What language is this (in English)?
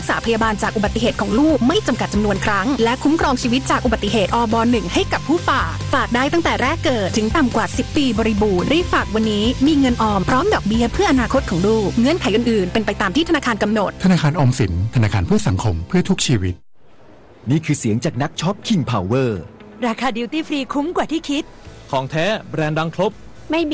Thai